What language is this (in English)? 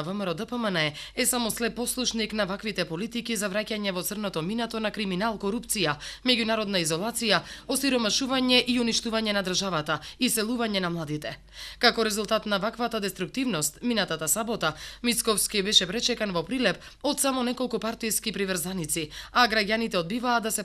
Macedonian